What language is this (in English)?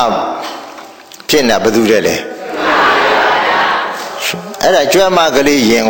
Burmese